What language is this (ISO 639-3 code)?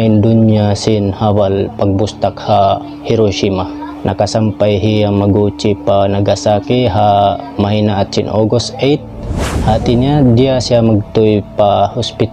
tsg